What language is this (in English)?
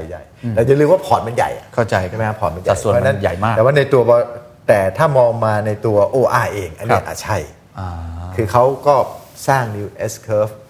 Thai